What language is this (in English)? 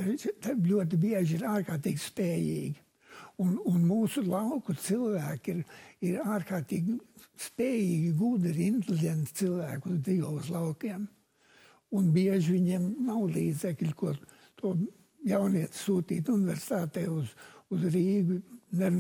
Latvian